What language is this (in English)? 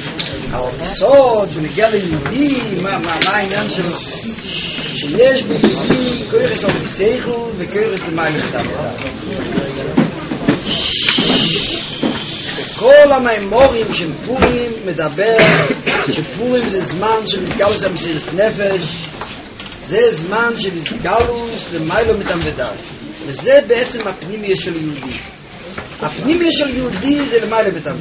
Hebrew